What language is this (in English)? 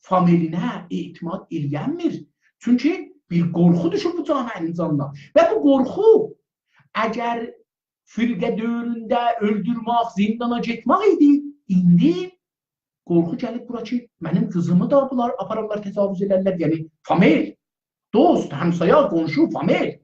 South Azerbaijani